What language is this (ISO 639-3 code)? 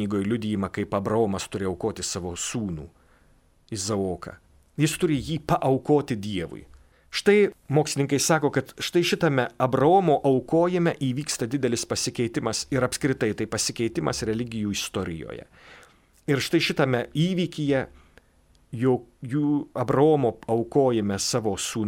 lit